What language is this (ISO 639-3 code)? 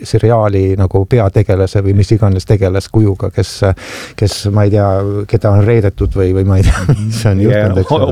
est